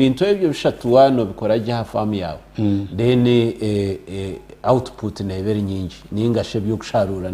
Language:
Nyankole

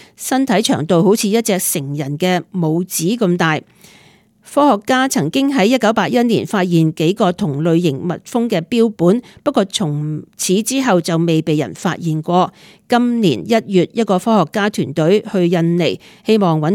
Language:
Cantonese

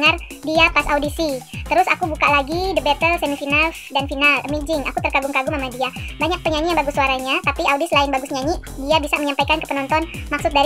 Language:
Indonesian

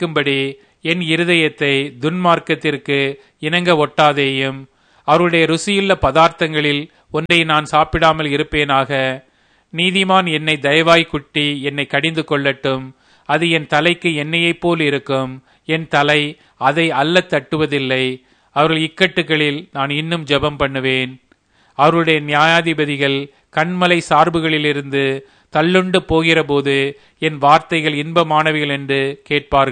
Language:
Tamil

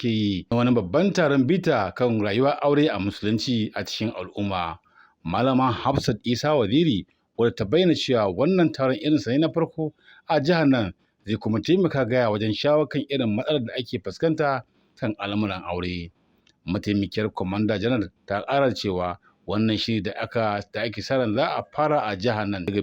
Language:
Hausa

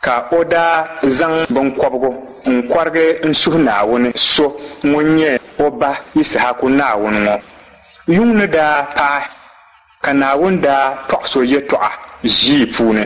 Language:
Dagbani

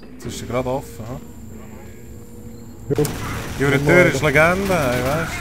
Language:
Swiss German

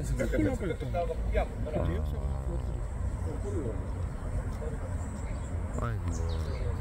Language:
Korean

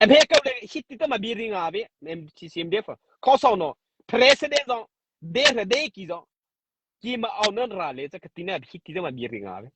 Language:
Mara Chin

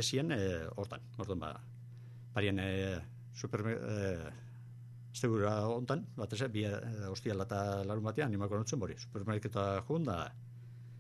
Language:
Basque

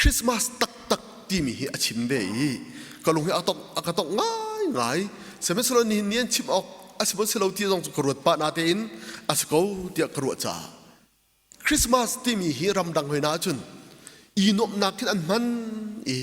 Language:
Hakha Chin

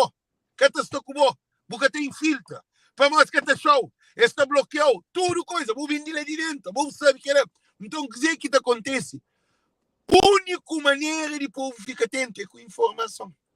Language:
Kabuverdianu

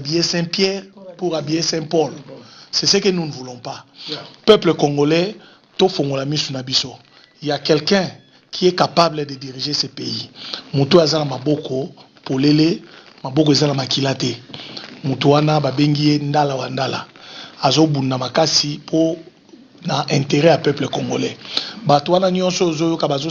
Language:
Lingala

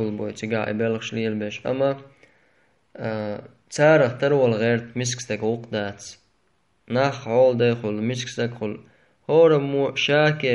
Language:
Chechen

